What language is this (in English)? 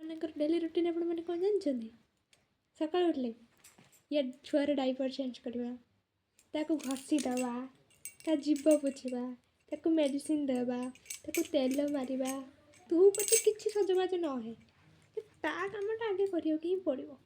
Odia